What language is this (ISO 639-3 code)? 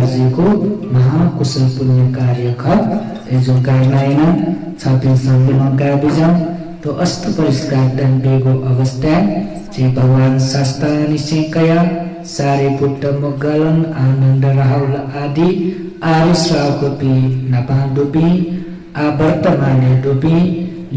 new